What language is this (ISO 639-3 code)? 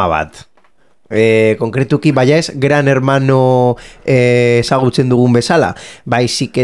eus